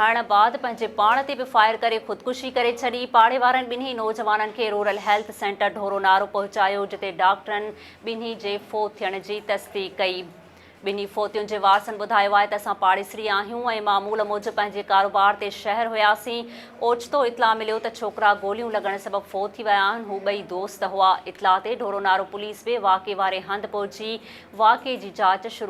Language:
Sindhi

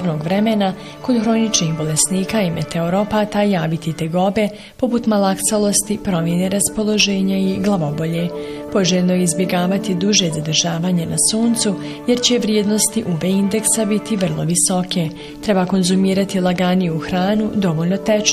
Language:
Bosnian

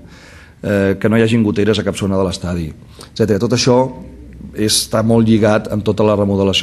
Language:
Catalan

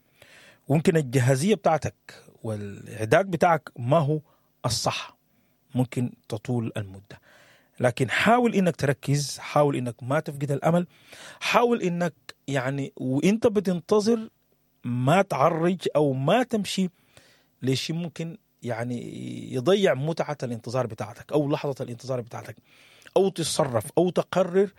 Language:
Sudanese Arabic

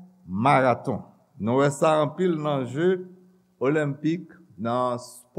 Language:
Haitian Creole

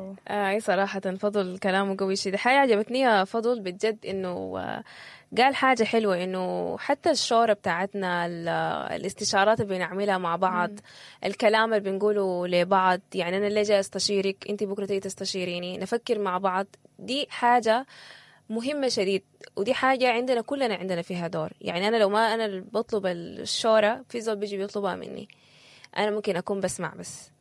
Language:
Sudanese Arabic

